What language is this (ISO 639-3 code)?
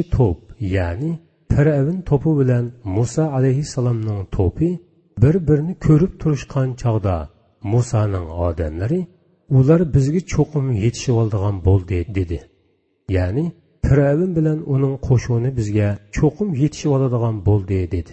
uig